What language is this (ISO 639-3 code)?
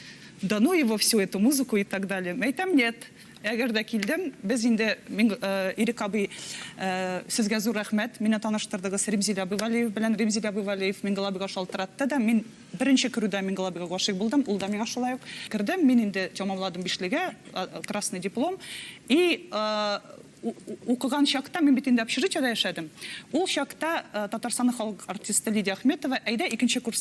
tat